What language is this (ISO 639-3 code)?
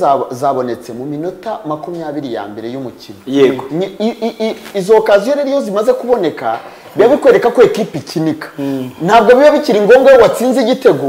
kin